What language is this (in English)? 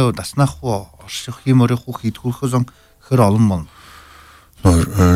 Buriat